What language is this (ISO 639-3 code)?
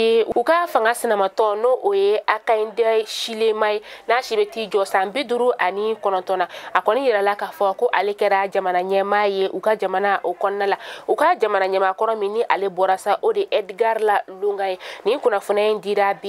bam